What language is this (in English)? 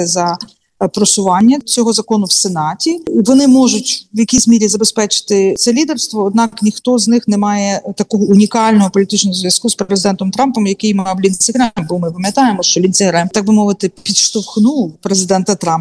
Ukrainian